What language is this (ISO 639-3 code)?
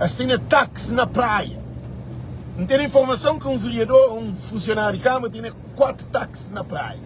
kea